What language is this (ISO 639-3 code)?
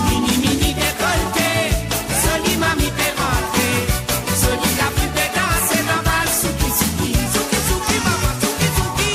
mfe